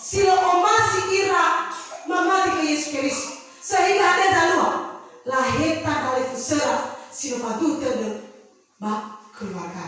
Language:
Nias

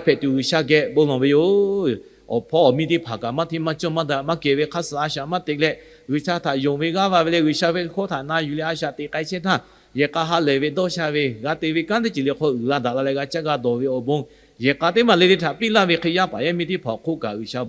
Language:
Lahu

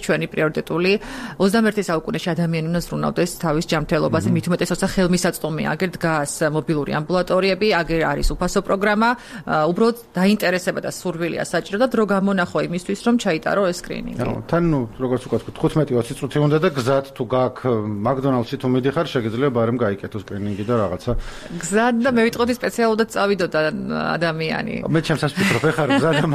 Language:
Georgian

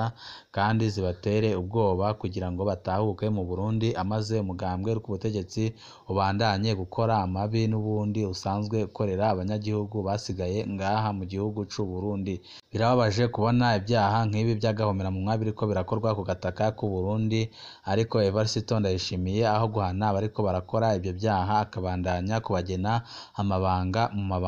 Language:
Rundi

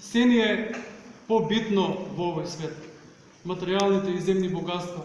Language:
Macedonian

